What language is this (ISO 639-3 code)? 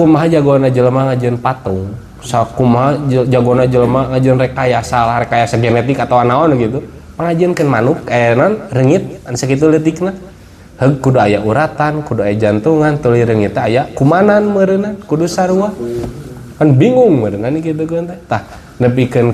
sun